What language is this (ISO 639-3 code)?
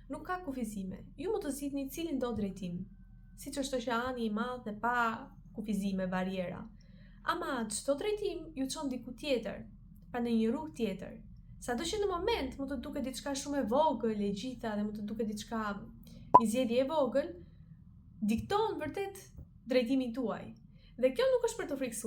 sqi